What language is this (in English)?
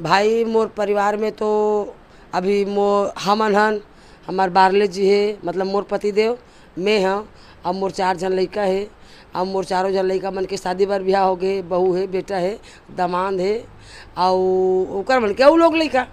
Chhattisgarhi